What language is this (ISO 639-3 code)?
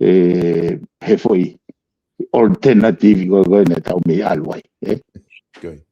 ton